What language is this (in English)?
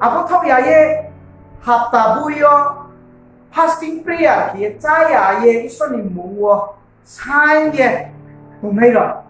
Riang (India)